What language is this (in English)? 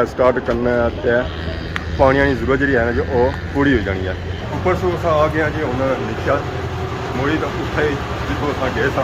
Pahari-Potwari